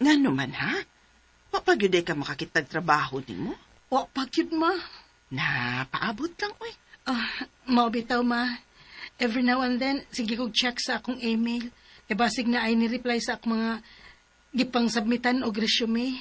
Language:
Cebuano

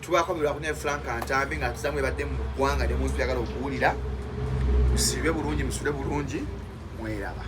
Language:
Ganda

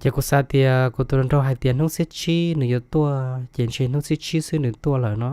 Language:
Hmong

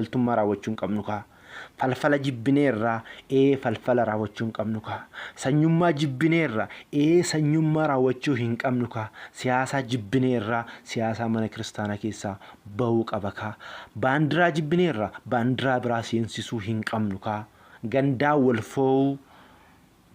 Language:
Oromo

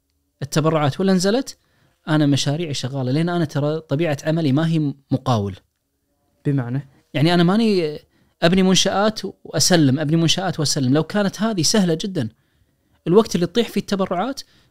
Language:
Najdi Arabic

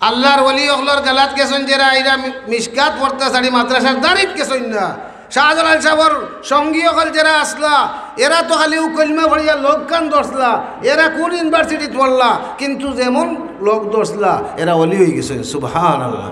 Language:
Sylheti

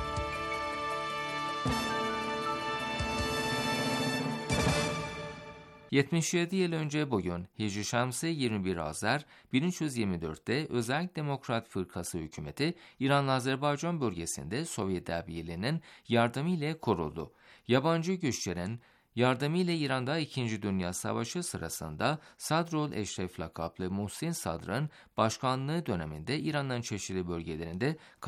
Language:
Turkish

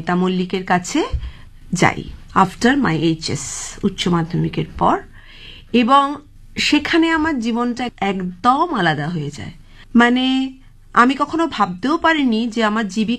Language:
Bangla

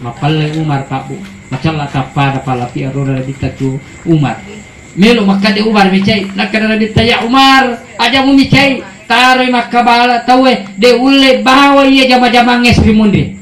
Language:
Buginese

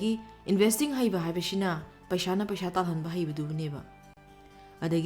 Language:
Manipuri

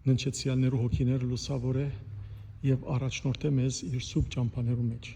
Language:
Western Armenian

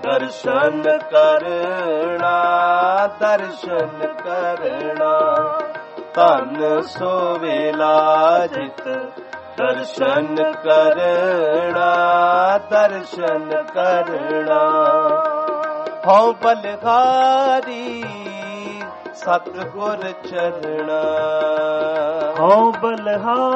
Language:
Punjabi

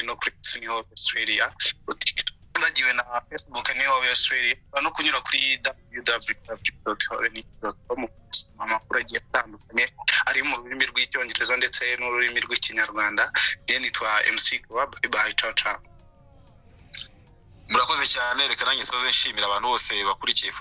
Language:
Kinyarwanda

